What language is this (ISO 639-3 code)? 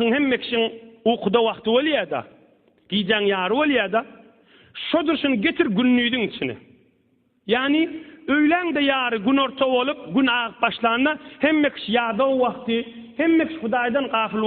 tuk